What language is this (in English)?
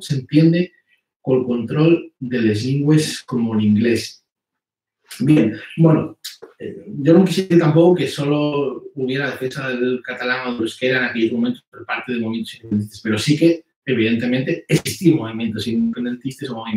Asturian